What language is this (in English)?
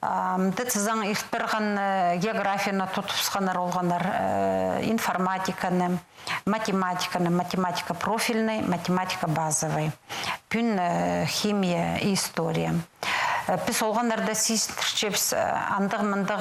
Khakas